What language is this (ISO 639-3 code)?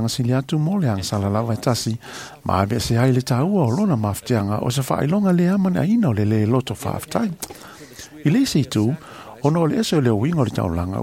smo